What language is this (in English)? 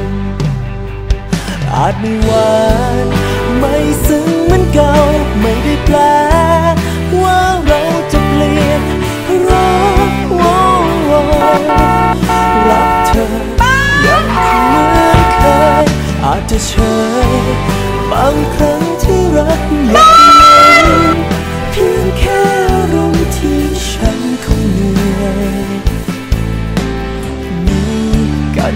Thai